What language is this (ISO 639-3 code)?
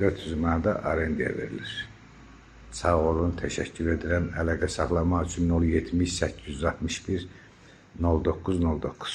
aze